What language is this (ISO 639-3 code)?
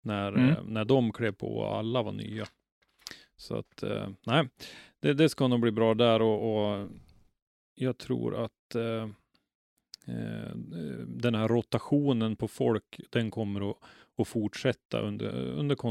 swe